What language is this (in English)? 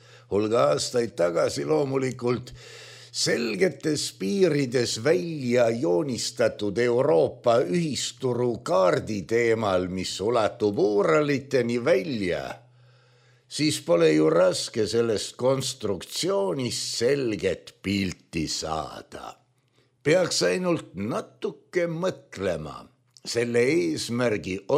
Estonian